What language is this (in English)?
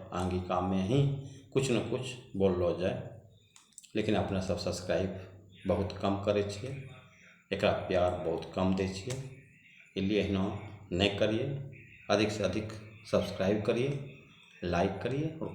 Angika